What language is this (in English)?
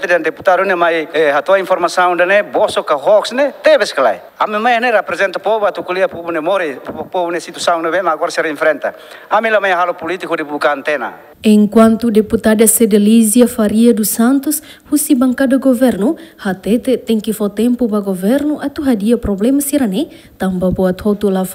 Tetum